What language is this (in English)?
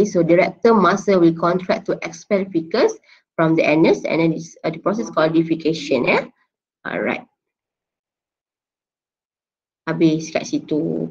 Malay